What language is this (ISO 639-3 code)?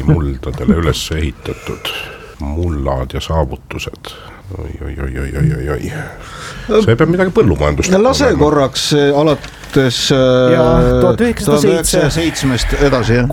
est